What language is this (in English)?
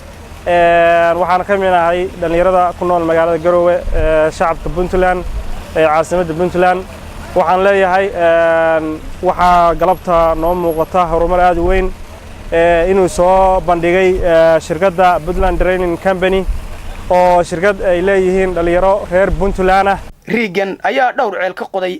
Somali